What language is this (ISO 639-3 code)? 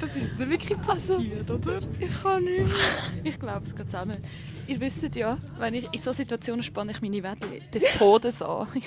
gsw